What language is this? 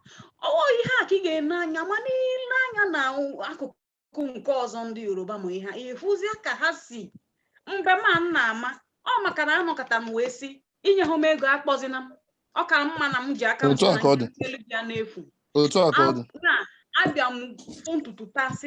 Igbo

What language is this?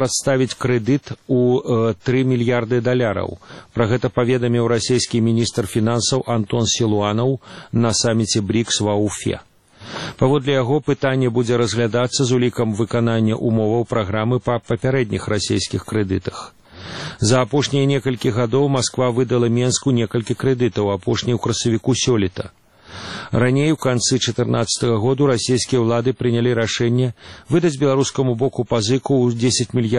Belarusian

